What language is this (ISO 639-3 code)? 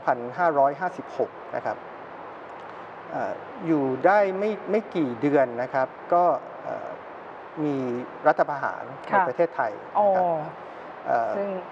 tha